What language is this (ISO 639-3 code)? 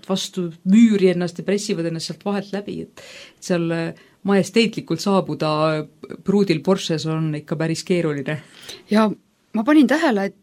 est